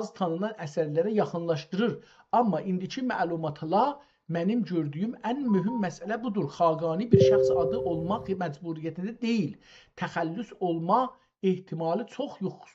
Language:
South Azerbaijani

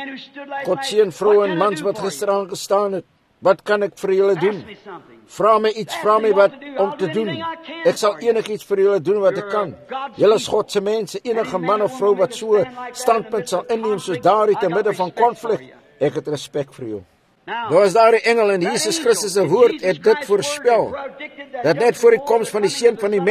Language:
Afrikaans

